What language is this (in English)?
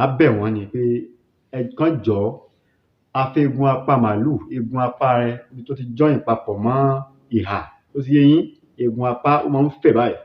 Yoruba